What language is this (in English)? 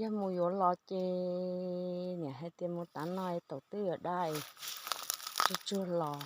Hmong